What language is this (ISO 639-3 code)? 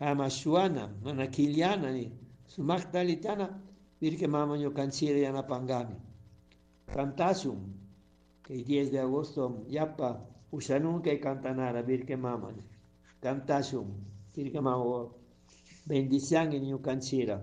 qug